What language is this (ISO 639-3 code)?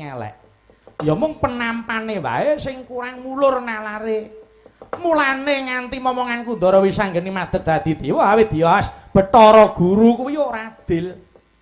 jav